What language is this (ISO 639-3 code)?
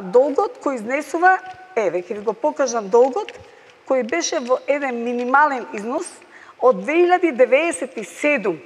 mkd